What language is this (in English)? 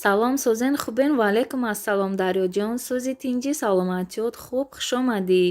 Tajik